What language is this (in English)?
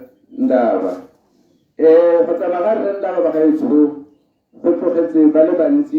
Tswana